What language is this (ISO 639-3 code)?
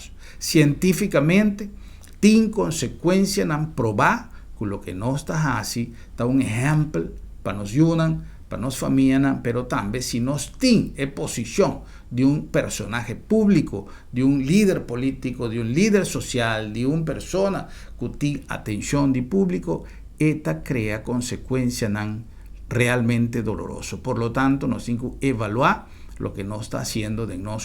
pap